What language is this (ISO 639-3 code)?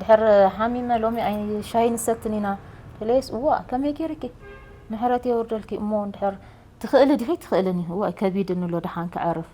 tir